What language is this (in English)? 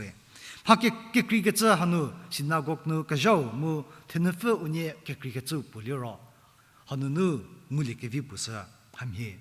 Angami Naga